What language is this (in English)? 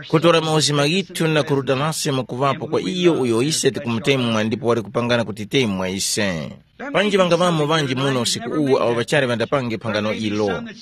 Tumbuka